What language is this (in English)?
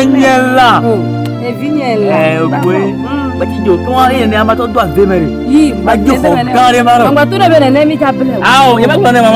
Ewe